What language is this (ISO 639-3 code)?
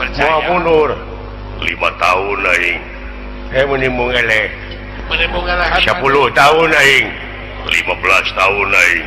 sun